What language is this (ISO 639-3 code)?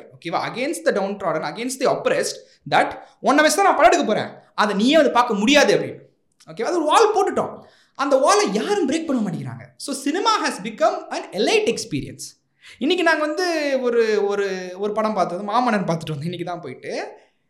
tam